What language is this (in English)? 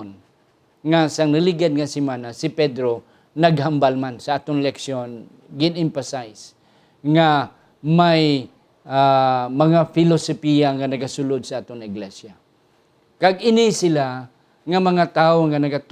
Hiligaynon